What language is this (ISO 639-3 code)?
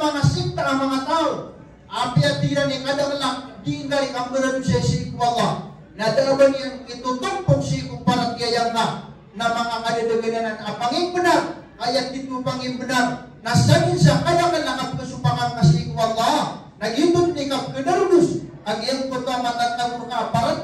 mrw